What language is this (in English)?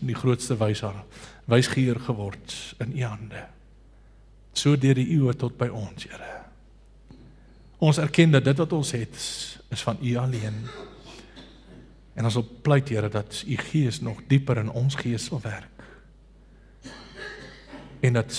Afrikaans